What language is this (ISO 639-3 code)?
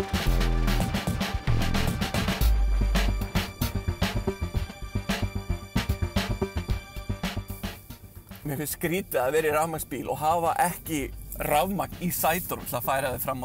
isl